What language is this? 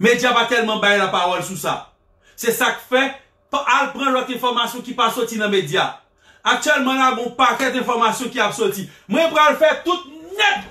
Haitian Creole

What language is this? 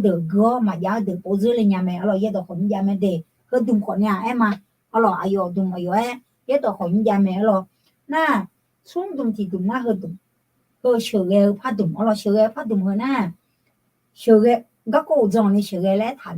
Akha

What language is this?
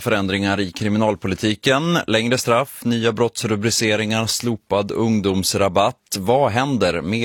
Swedish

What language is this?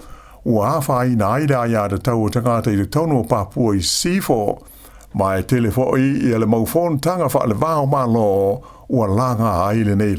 Samoan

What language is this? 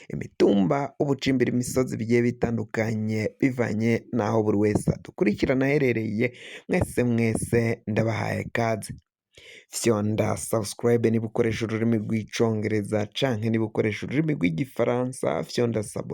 Rundi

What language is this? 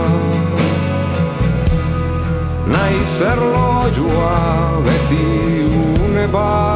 Basque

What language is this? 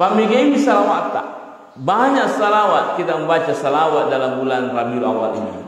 Buginese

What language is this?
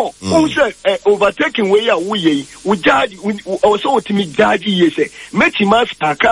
Akan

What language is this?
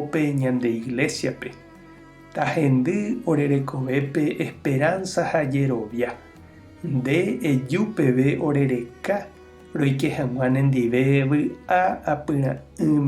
Guarani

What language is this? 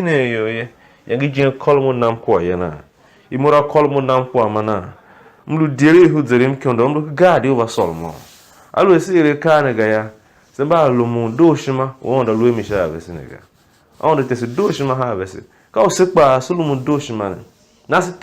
Tiv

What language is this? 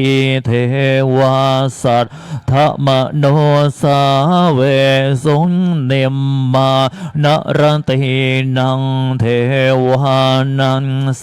Pali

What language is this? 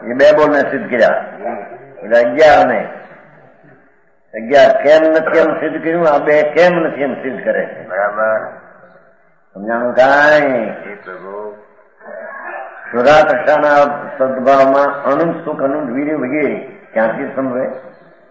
Gujarati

